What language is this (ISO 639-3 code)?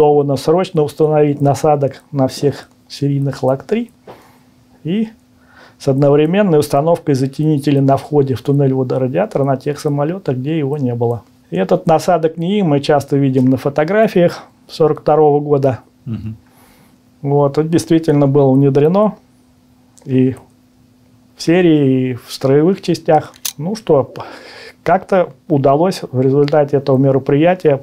rus